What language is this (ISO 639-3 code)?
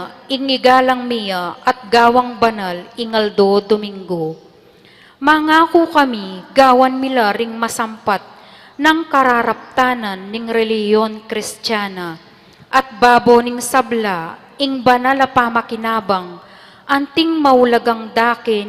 pam